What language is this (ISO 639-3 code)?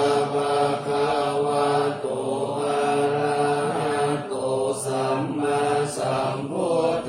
pli